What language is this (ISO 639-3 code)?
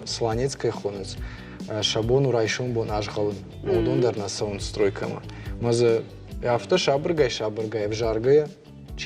oss